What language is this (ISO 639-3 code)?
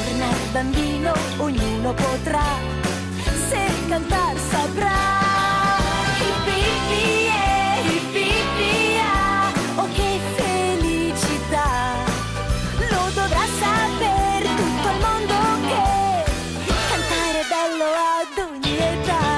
ita